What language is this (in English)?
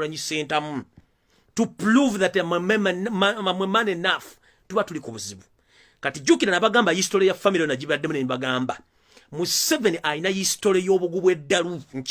Ganda